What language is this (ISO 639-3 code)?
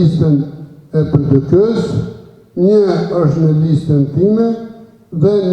sqi